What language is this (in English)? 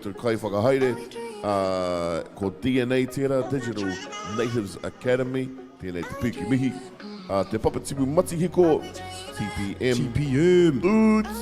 Māori